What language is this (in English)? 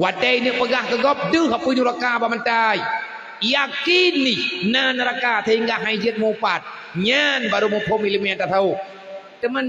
Achinese